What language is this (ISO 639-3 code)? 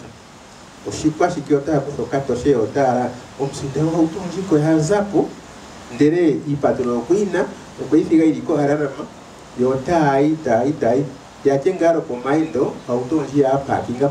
swa